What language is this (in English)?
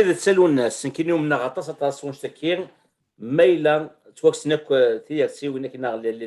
Kabyle